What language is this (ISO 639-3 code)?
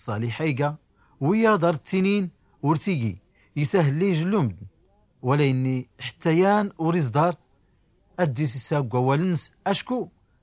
shi